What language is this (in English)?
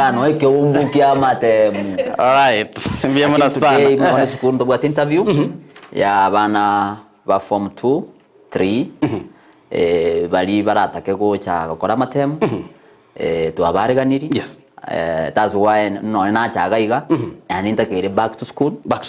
Gusii